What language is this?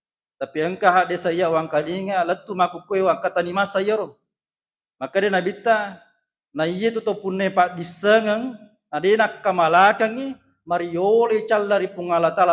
Buginese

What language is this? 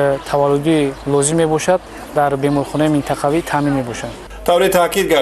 Tajik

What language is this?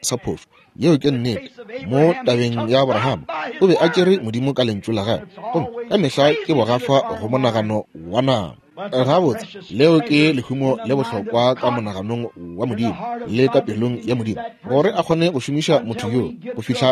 Northern Sotho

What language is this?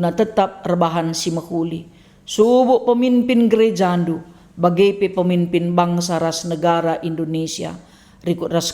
Batak Karo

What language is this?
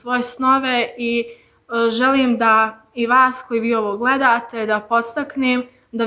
Bosnian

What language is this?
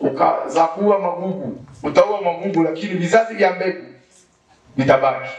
Swahili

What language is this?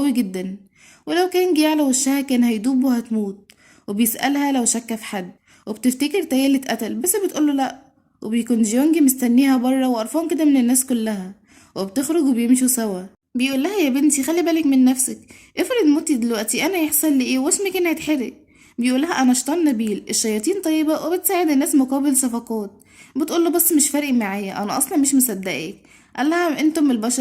Egyptian Arabic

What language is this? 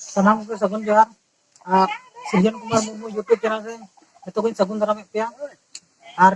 Santali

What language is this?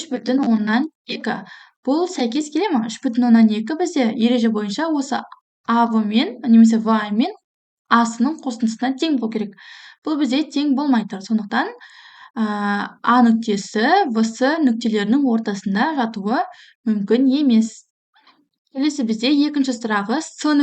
Kazakh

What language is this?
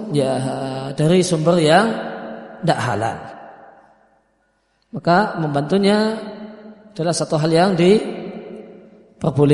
Indonesian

